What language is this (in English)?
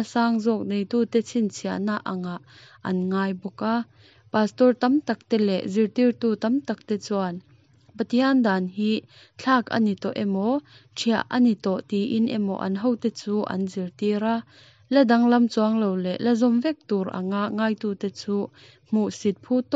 Mizo